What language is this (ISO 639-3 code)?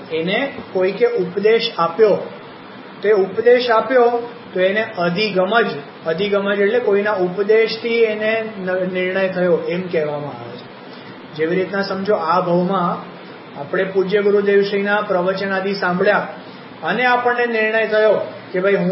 guj